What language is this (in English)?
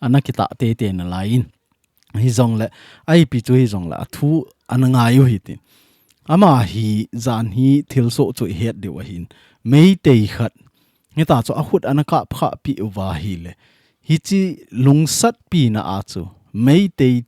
Thado Chin